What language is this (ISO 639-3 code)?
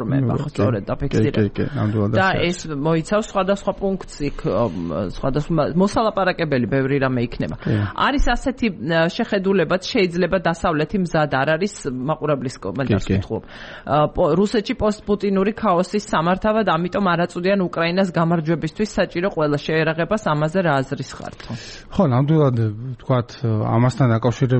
kat